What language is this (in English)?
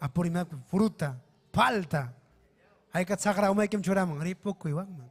Ayacucho Quechua